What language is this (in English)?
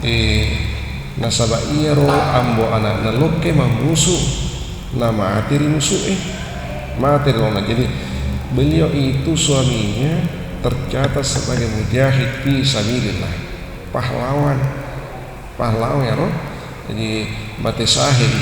Buginese